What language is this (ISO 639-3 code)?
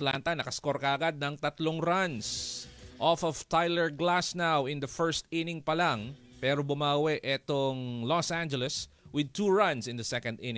fil